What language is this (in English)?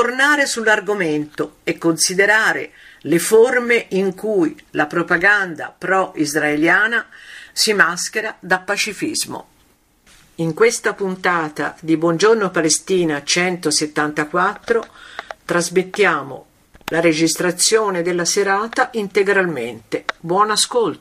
Italian